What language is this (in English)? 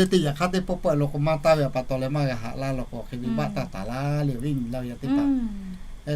Lahu